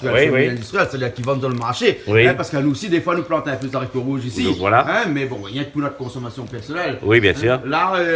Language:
Réunion Creole French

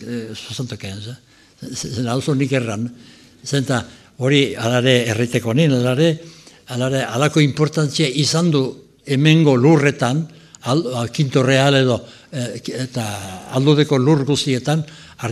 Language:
Basque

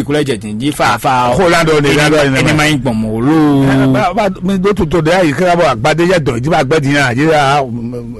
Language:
Fon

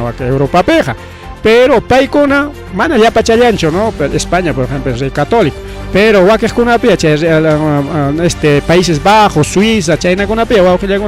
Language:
Ayacucho Quechua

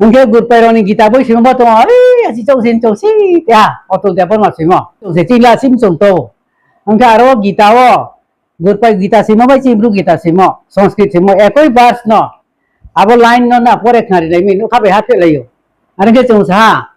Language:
Riang (India)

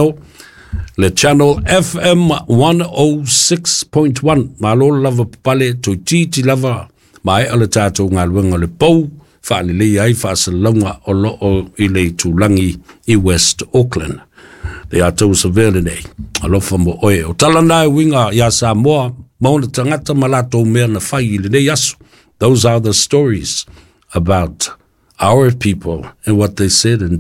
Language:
Samoan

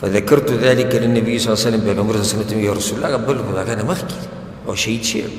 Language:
Pashto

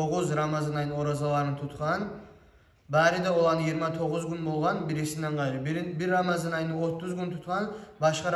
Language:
Kumyk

